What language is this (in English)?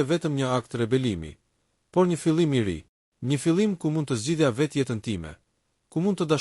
Albanian